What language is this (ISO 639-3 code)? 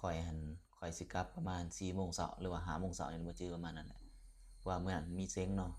lao